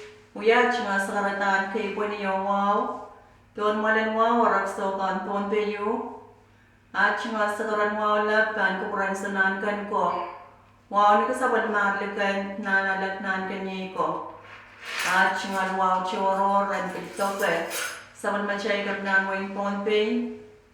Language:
Pohnpeian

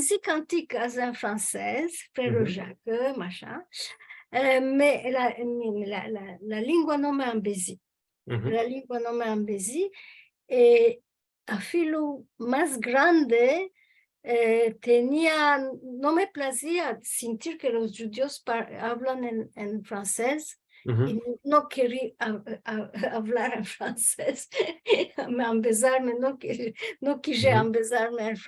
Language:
Ladino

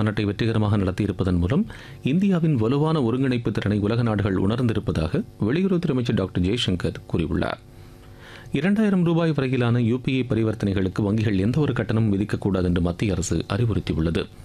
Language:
Tamil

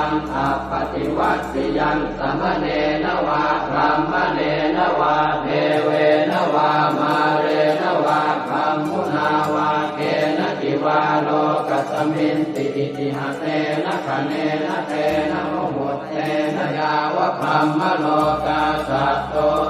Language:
Pali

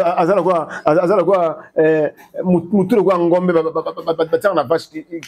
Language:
Lingala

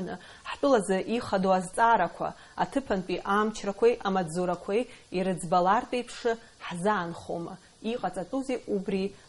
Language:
Abkhazian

